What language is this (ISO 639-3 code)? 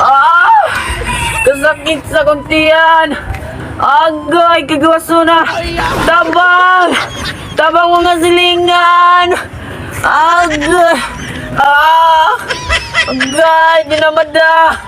ceb